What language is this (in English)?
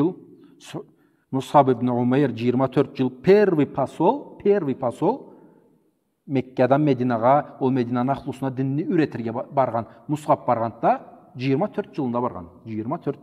Karachay-Balkar